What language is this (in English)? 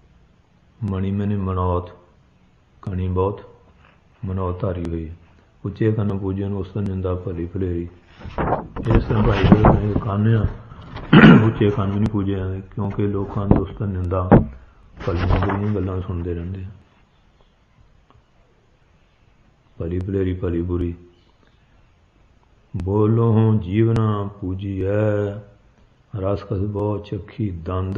Punjabi